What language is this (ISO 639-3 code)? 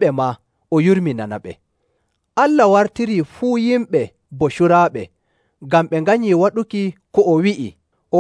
fuv